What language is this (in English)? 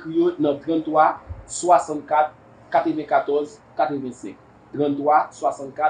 Haitian Creole